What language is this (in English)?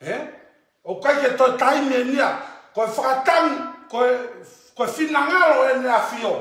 Tongan